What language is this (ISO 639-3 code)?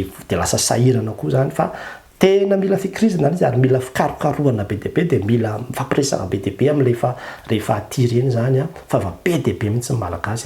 mlg